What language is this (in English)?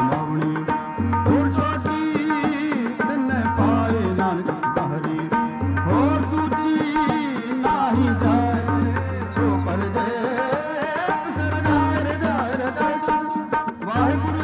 Punjabi